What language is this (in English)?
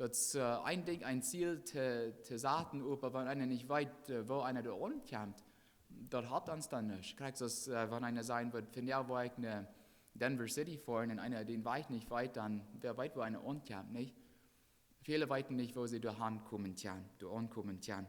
Plautdietsch